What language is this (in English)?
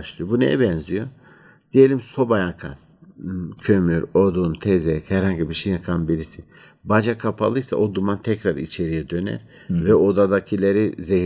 Turkish